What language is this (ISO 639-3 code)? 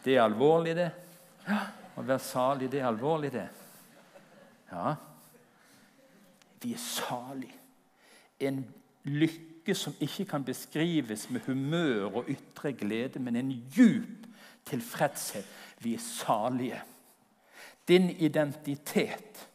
nor